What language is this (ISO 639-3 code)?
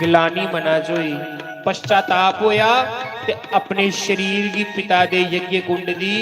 doi